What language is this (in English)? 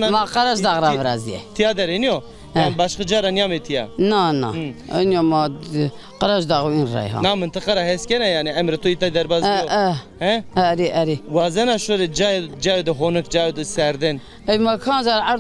Zaza